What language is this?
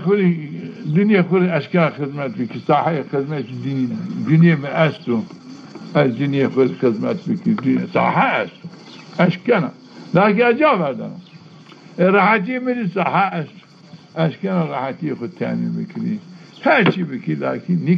Zaza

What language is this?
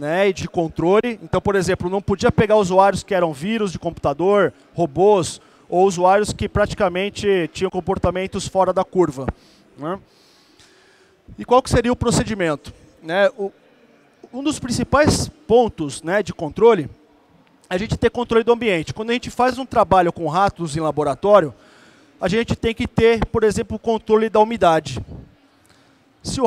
Portuguese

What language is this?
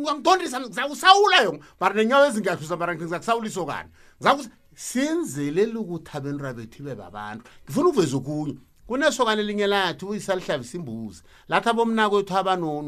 South Ndebele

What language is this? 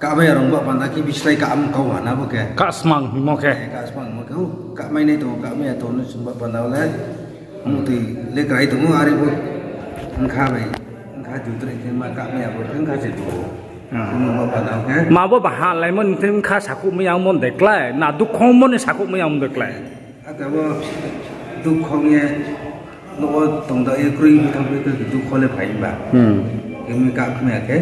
Riang (India)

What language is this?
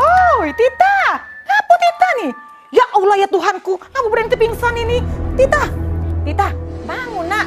Musi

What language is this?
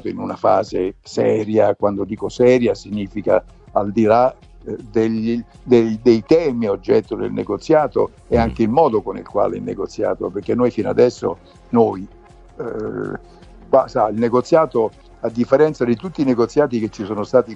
Italian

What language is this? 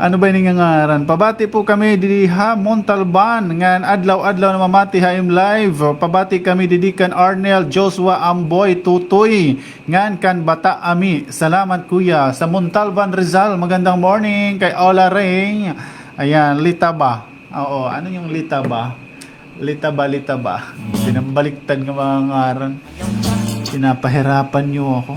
Waray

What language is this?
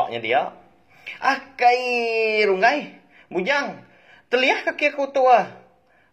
Iban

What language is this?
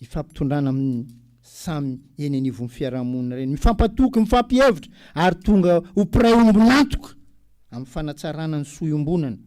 Malagasy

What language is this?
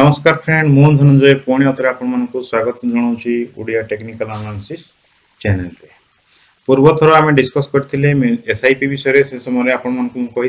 Odia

